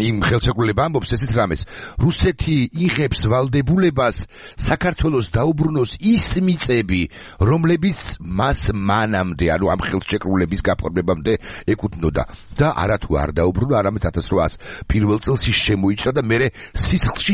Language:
Georgian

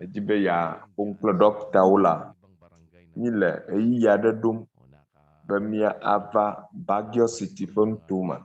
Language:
Ewe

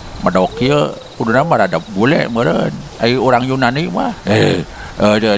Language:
Sundanese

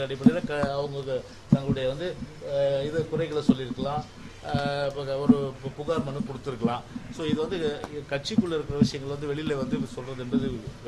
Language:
Tamil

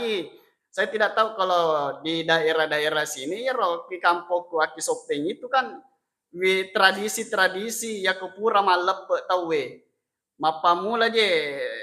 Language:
Buginese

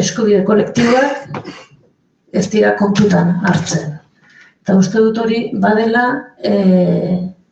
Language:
Basque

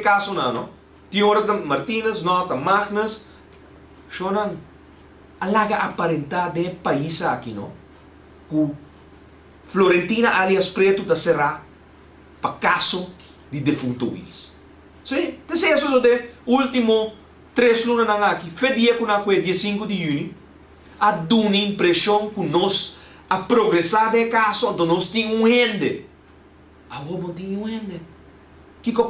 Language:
Papiamento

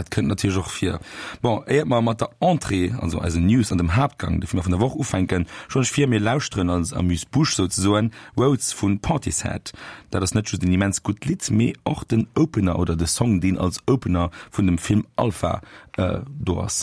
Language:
Luxembourgish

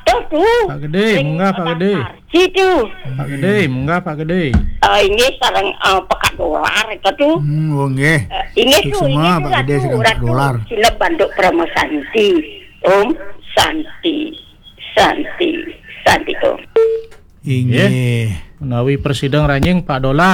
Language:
Balinese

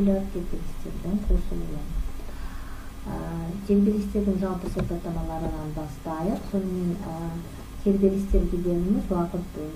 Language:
Kazakh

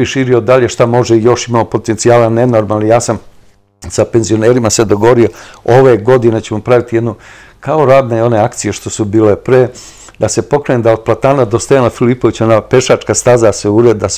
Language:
Serbian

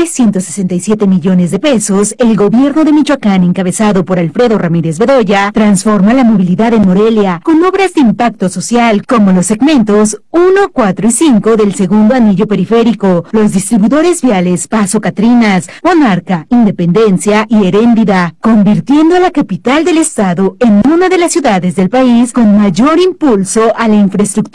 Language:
Spanish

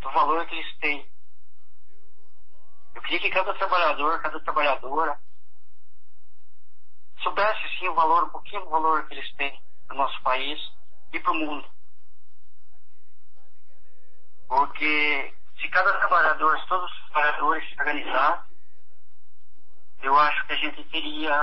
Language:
Portuguese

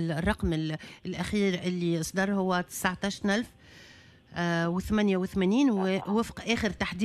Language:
Tunisian Arabic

